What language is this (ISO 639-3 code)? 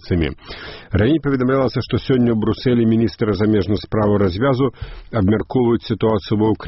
bel